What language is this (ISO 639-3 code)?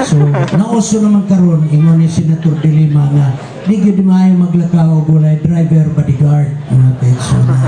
ceb